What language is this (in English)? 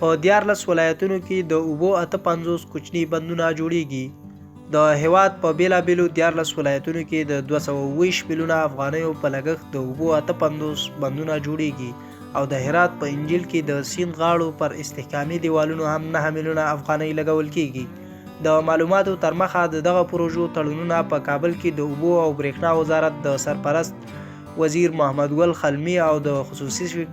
Pashto